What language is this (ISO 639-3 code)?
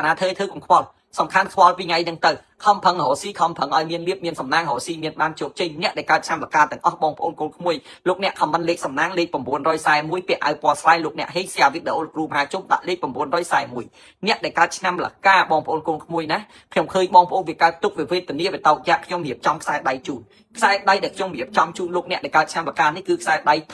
khm